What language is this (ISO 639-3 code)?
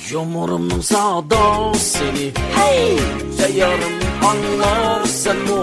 uig